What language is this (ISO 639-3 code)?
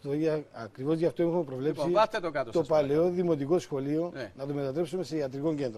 ell